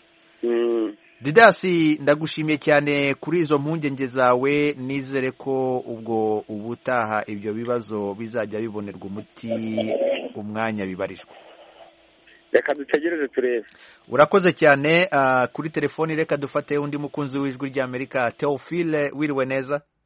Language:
Kinyarwanda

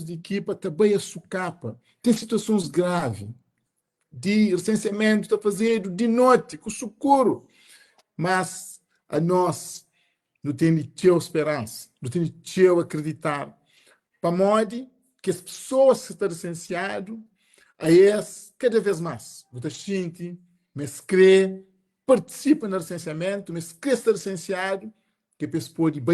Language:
Kabuverdianu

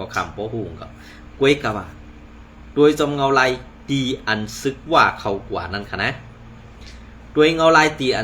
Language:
Shan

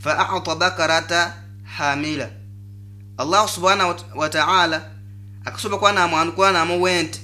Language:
Nyoro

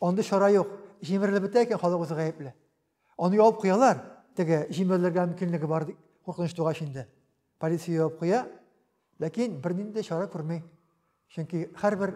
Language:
Tatar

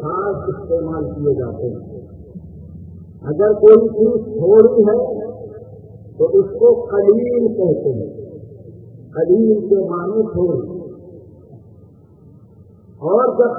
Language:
Urdu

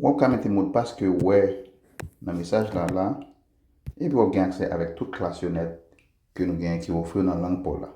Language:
Haitian Creole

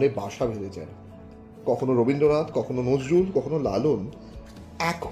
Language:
Bangla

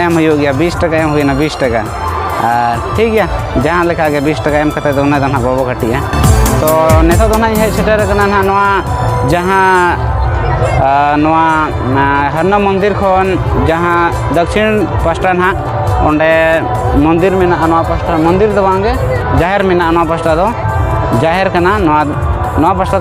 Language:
Santali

